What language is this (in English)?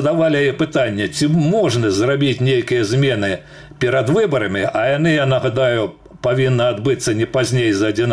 Belarusian